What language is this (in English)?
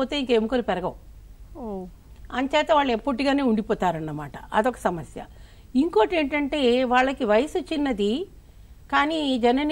Telugu